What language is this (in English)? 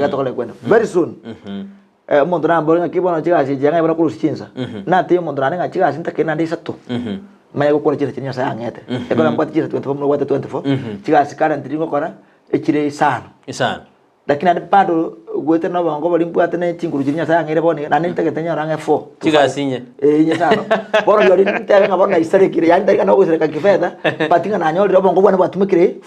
Gusii